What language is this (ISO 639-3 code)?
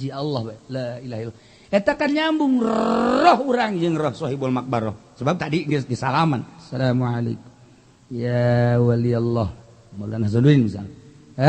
sun